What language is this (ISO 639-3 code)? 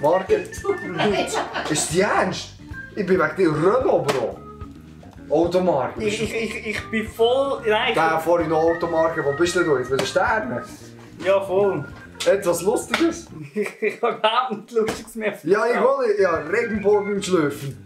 gsw